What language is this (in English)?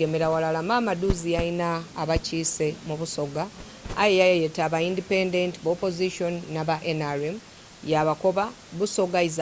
Soga